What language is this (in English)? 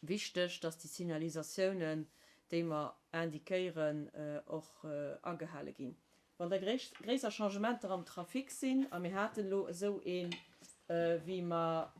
Luxembourgish